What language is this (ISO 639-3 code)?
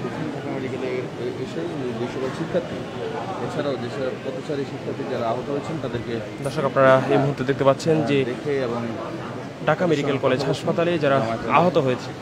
ben